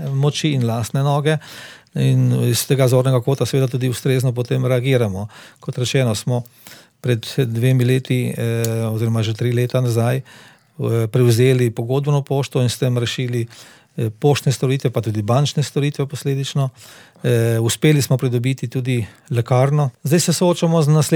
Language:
Slovenian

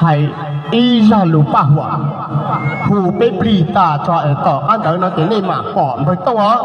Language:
Hmong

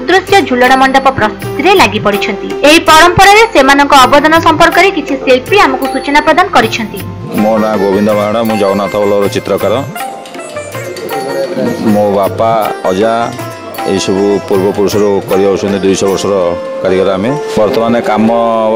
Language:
Odia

